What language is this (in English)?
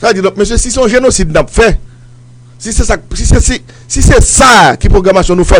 Haitian Creole